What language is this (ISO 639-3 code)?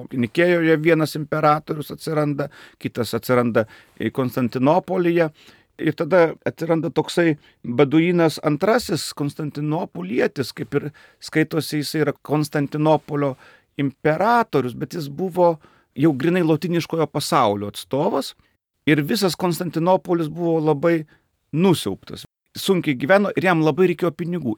lit